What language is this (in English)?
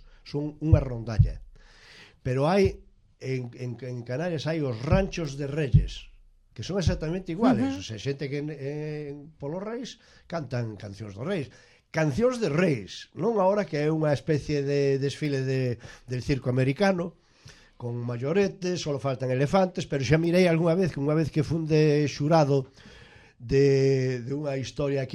Galician